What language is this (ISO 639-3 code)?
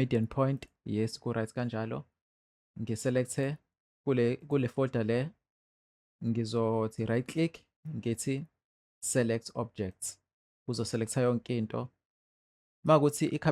zul